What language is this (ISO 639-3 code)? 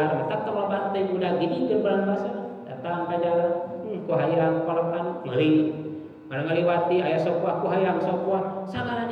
sun